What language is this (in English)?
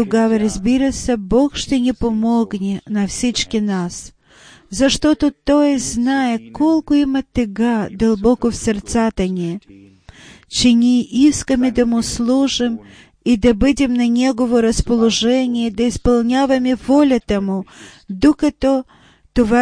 Bulgarian